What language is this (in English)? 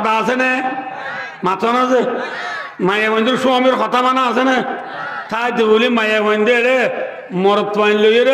Rohingya